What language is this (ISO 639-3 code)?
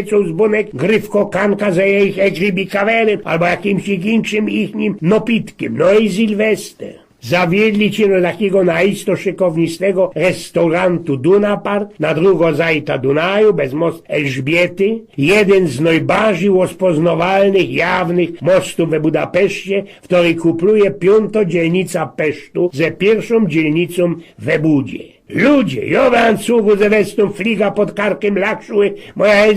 szl